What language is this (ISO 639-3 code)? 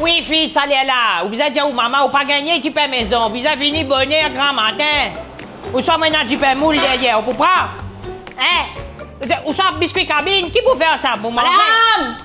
mfe